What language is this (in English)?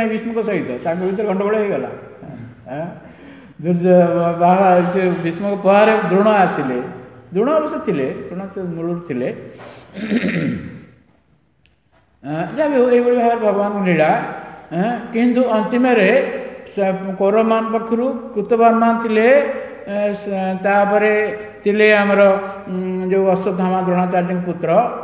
Odia